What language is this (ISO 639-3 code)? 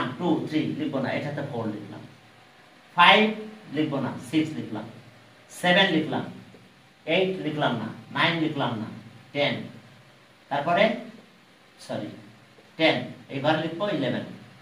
ben